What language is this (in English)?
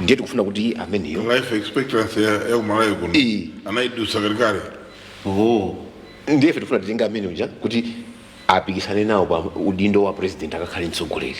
Nyanja